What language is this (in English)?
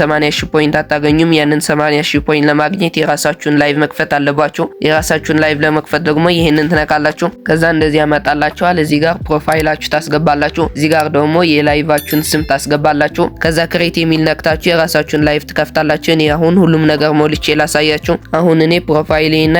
Amharic